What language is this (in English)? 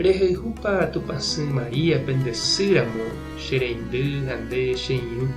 Guarani